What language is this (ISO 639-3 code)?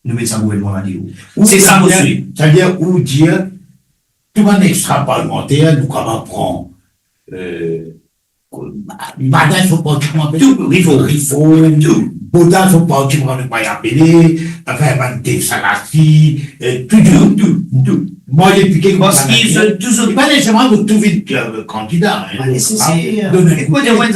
mfe